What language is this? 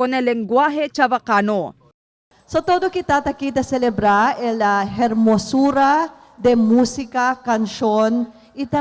Chavacano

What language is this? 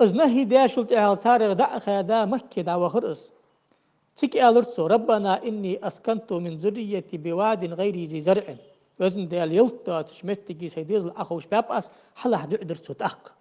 Ingush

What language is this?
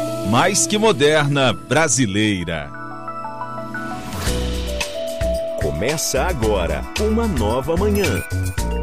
Portuguese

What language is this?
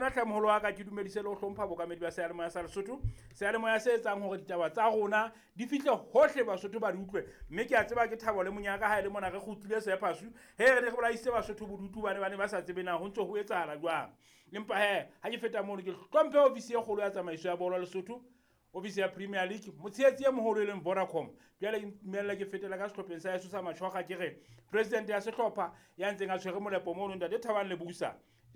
Southern Sotho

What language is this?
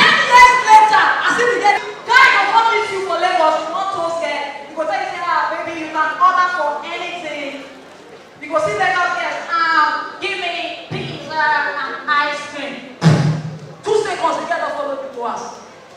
Nigerian Pidgin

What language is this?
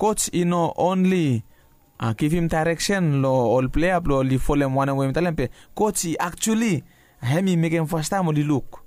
Bislama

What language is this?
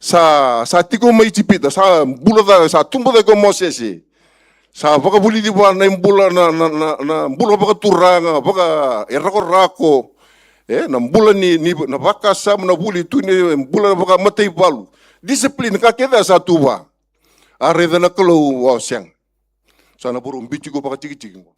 Fijian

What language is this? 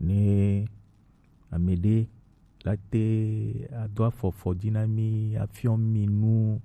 Gen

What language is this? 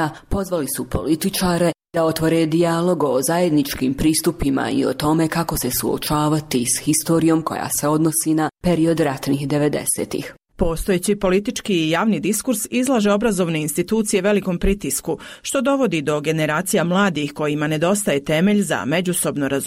Bosnian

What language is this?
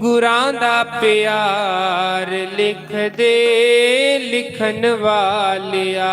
Dogri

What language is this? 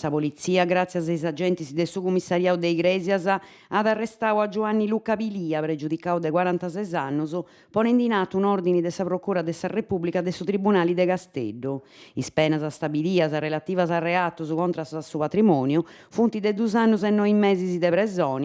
Sardinian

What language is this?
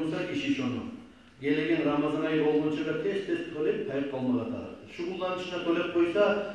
Kumyk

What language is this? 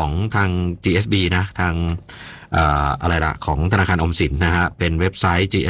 Thai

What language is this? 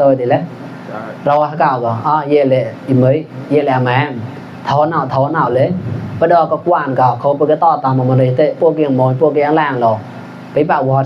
Mon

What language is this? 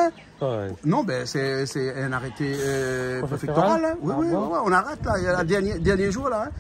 Réunion Creole French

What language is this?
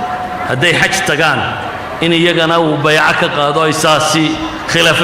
Somali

